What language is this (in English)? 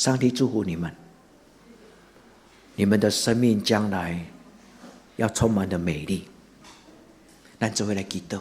Min Nan Chinese